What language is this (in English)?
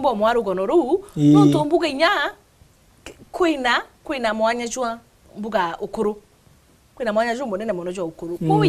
Meru